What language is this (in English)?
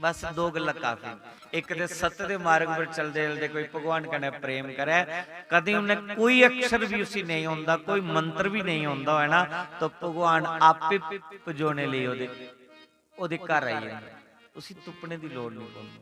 Dogri